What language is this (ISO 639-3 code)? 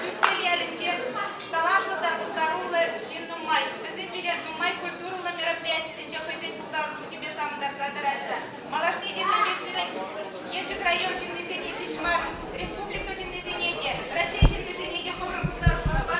chv